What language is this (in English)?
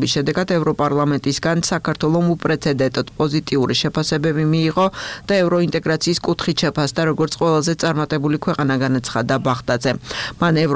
Georgian